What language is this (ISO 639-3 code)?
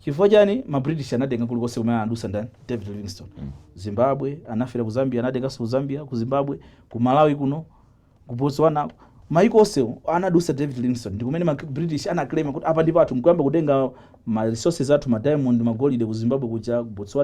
nya